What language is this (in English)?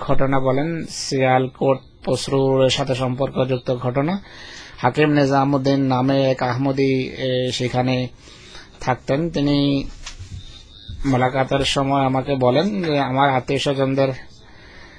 Bangla